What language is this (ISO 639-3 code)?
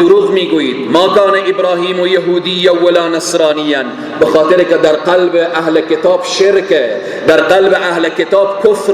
fas